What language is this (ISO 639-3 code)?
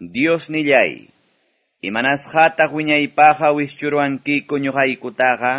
que